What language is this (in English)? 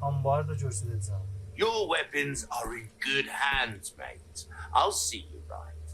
South Azerbaijani